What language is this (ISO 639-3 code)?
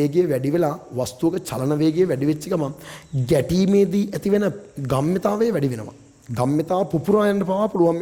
sin